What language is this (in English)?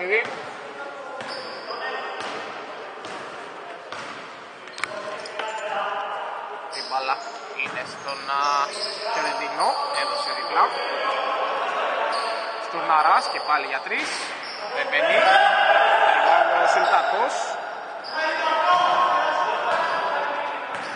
Greek